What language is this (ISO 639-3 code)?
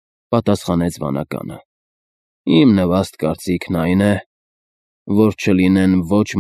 hye